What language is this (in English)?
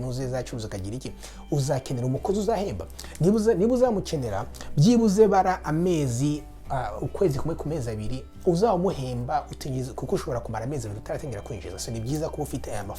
Kinyarwanda